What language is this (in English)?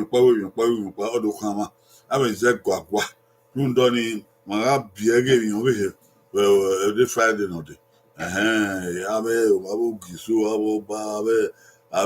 Bini